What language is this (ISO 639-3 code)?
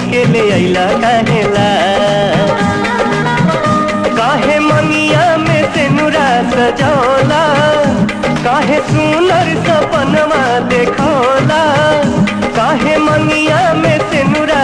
bho